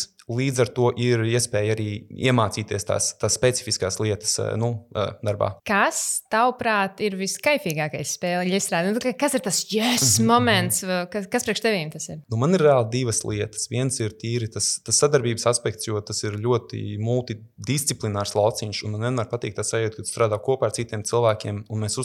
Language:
Latvian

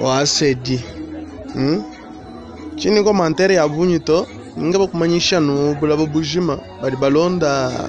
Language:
Luba-Lulua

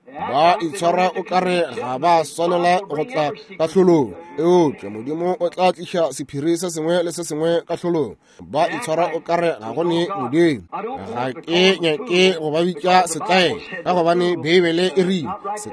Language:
Northern Sotho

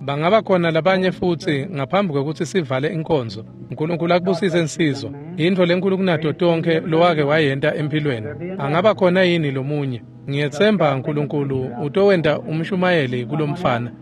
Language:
Swati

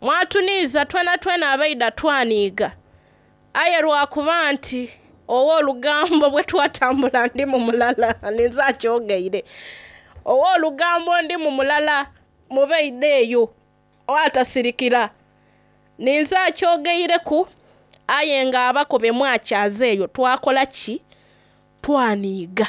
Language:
Soga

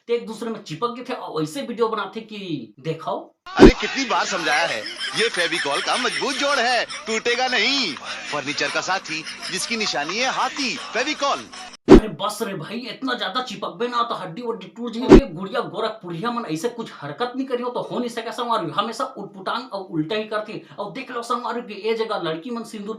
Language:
Chhattisgarhi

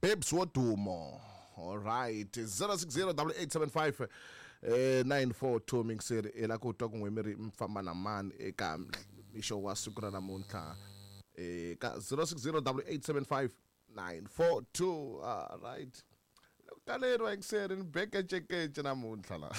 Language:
Tsonga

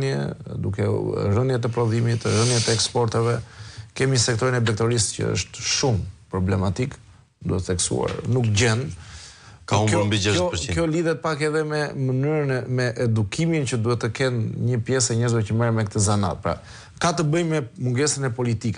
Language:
Albanian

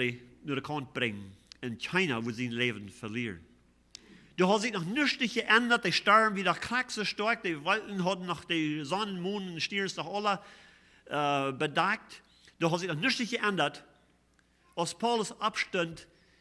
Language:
Plautdietsch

